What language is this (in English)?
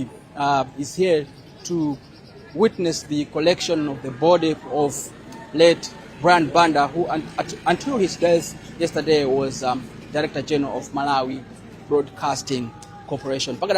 Nyanja